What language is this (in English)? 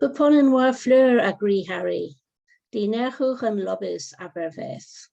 Cornish